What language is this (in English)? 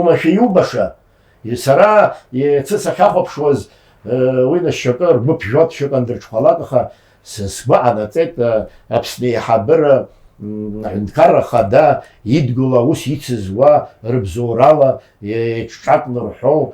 Abkhazian